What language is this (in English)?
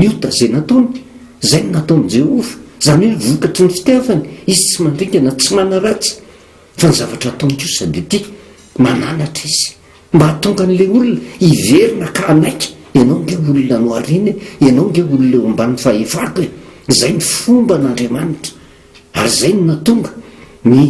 Malagasy